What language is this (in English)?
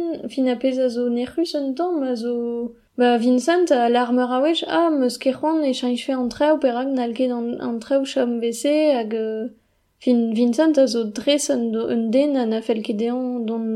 Breton